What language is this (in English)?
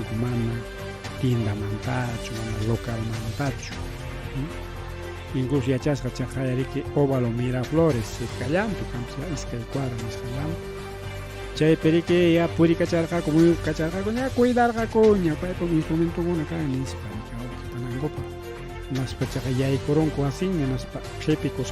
Ayacucho Quechua